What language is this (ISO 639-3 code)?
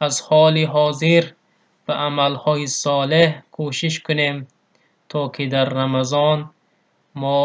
tgk